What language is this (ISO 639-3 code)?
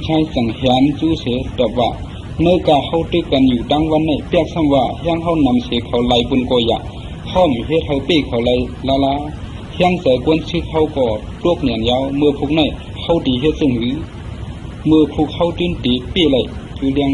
shn